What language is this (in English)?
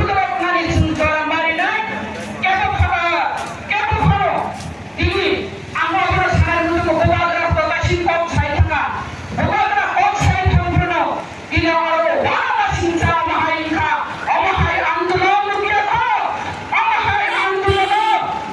Kok Borok